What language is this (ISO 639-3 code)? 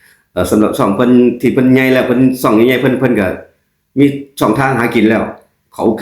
tts